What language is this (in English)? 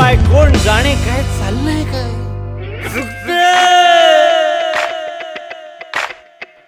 Marathi